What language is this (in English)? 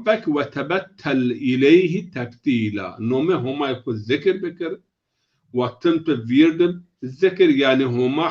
Zaza